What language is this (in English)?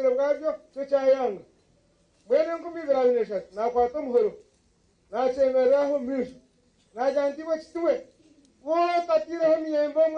Nyankole